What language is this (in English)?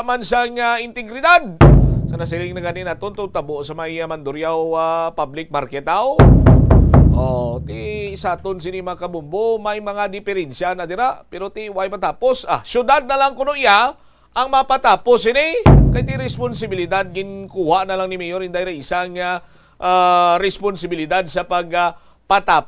Hiligaynon